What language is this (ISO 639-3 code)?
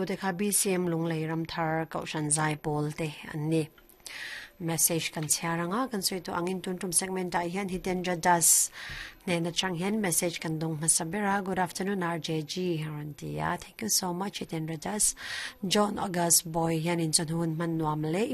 lus